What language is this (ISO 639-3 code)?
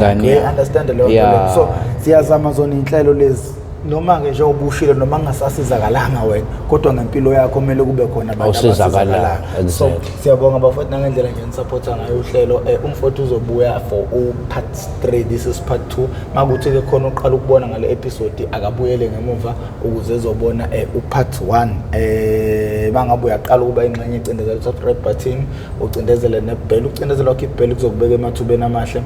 zul